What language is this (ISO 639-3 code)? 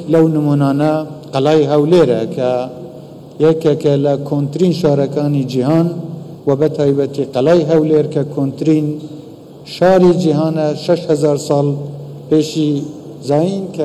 ckb